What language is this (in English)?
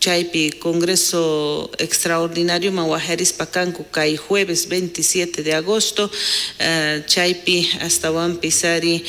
South Bolivian Quechua